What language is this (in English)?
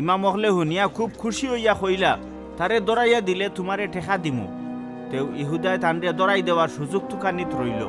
Sylheti